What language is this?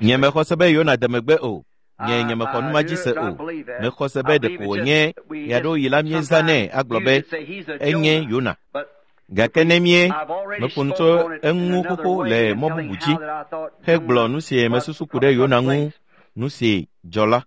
Ewe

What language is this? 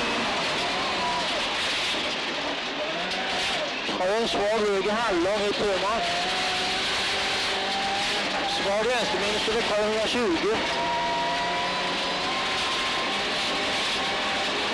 Swedish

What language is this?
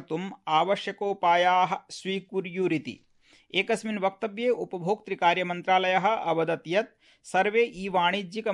Sanskrit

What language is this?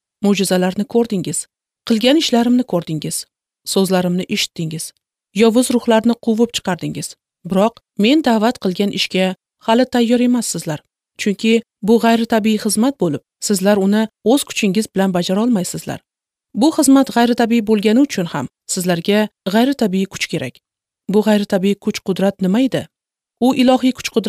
Uzbek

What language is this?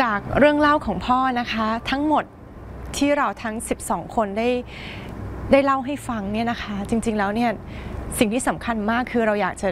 Thai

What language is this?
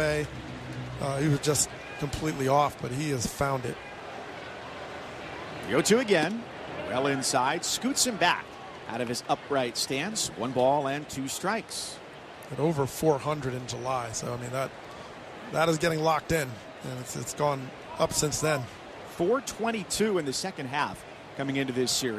English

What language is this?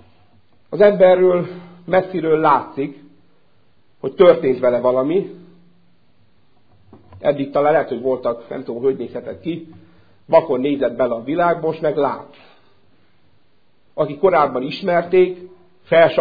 Hungarian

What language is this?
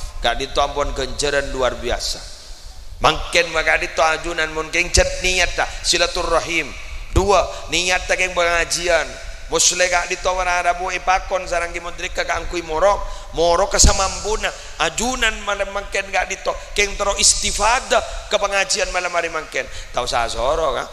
Madurese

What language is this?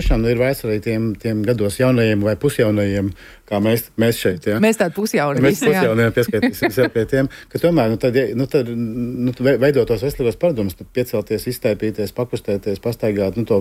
Latvian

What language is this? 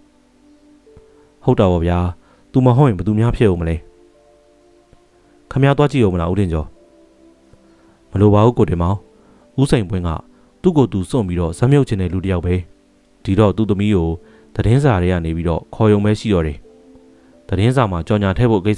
Burmese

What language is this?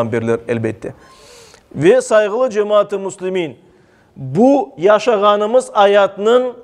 Crimean Tatar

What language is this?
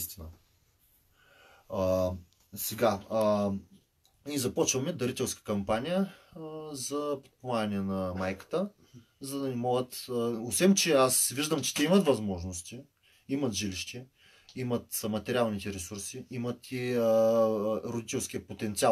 Bulgarian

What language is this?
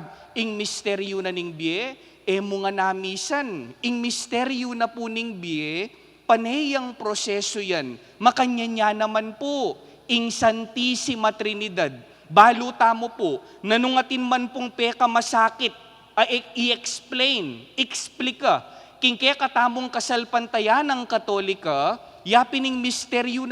Pampanga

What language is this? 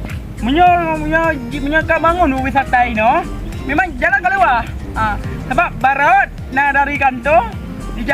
Achinese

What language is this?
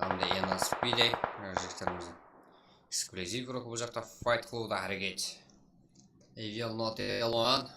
Kara-Kalpak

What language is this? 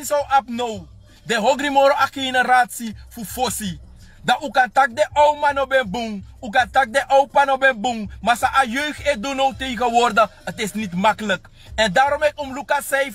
Sranan Tongo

